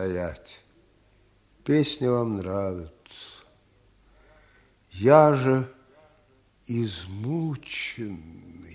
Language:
Russian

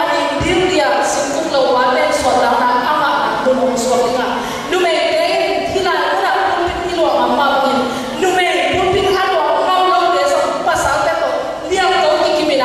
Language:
Tedim Chin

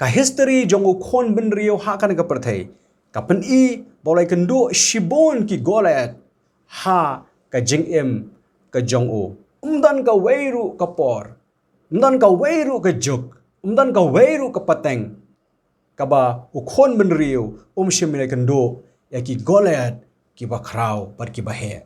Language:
Khasi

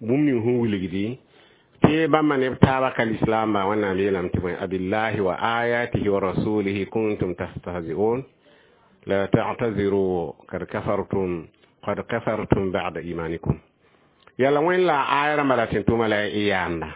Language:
Mossi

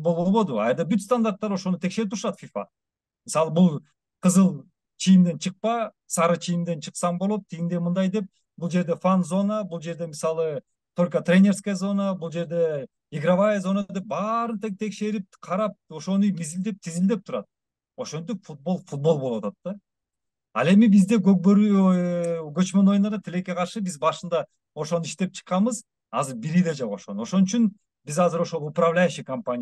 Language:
Kyrgyz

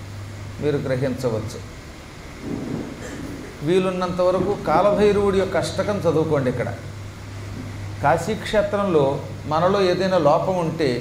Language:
Telugu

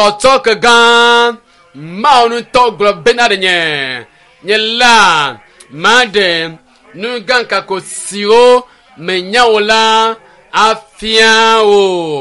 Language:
Ewe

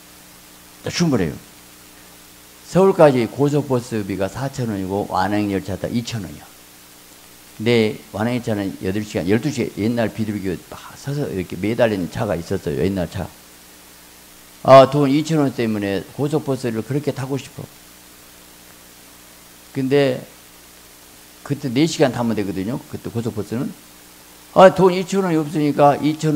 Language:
Korean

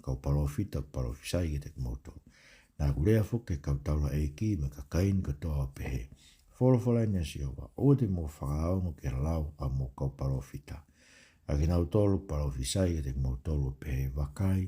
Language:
Tongan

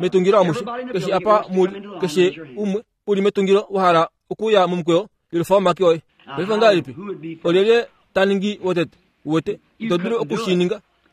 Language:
Kuanyama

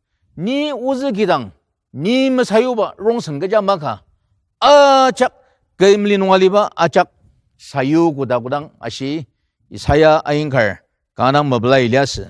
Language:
Ao Naga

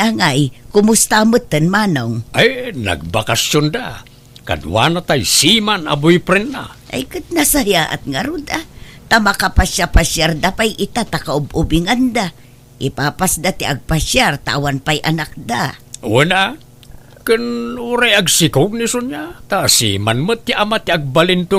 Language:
Iloko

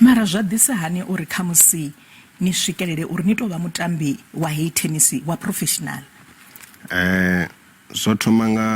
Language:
Venda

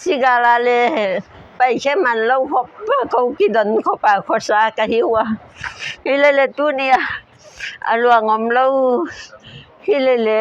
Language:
Paite Chin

